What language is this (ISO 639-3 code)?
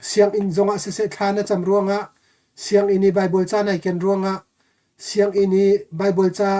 cnh